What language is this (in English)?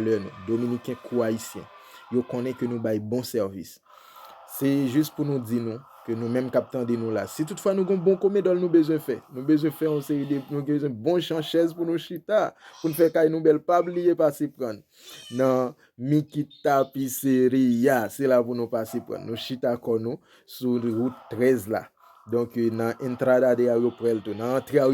Haitian Creole